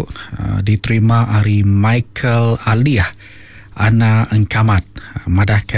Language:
Iban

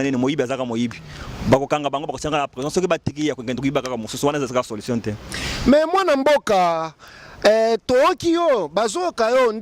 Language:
Lingala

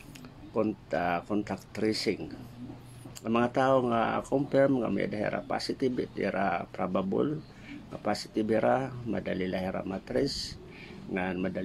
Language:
Waray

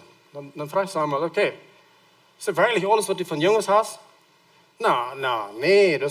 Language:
Plautdietsch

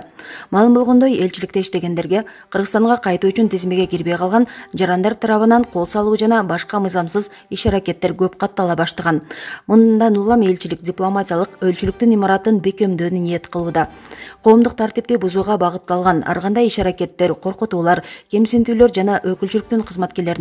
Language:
Kyrgyz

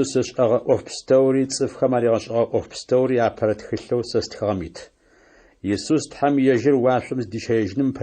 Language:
Adyghe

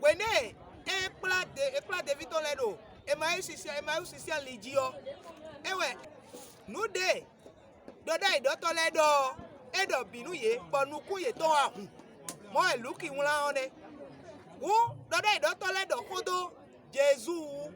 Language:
Fon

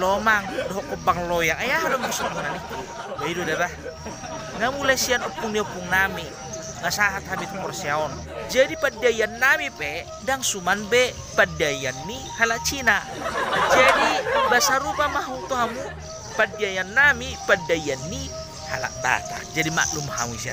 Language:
Batak Toba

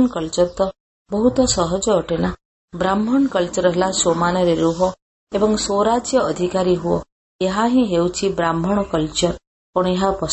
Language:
Odia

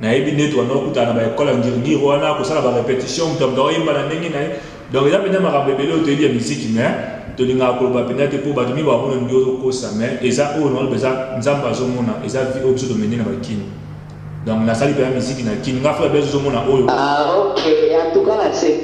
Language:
Lingala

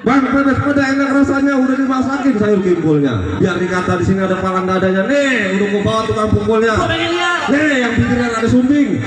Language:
Betawi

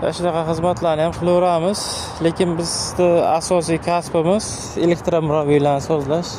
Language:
Uzbek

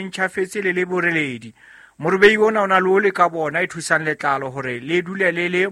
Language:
Southern Sotho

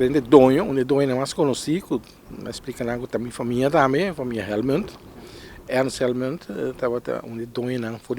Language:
Papiamento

